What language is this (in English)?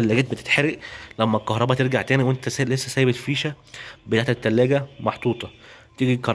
Egyptian Arabic